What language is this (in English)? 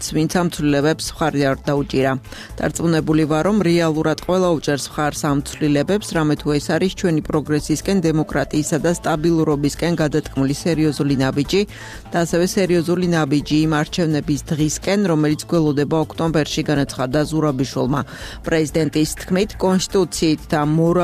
Georgian